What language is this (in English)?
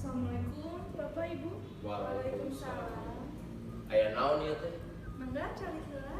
Sundanese